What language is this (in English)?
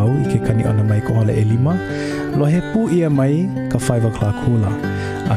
Hawaiian